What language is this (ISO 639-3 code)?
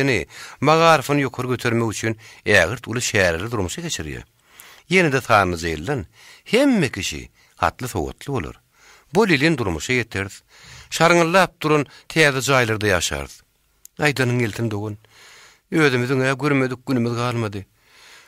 tuk